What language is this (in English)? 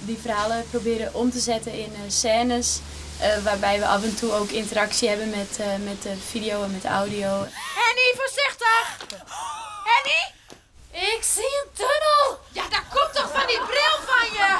Western Frisian